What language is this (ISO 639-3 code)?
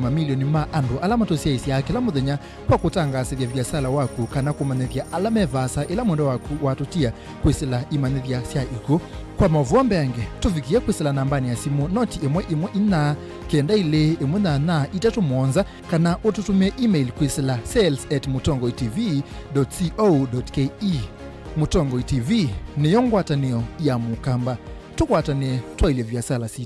kam